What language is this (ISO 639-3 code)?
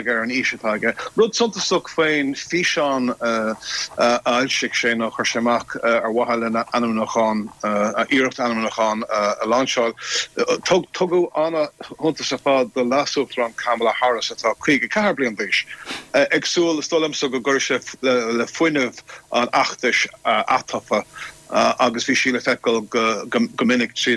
gle